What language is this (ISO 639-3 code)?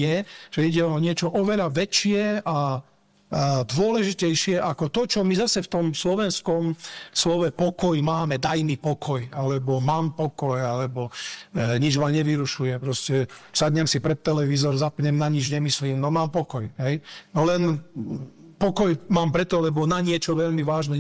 slk